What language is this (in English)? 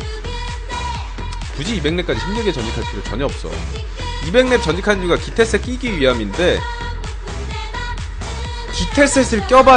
Korean